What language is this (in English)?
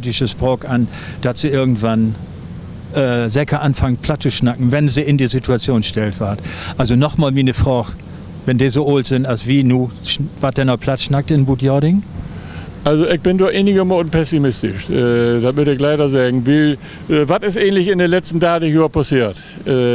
Low German